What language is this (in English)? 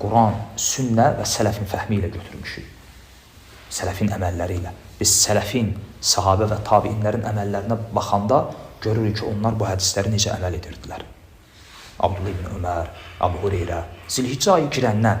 Azerbaijani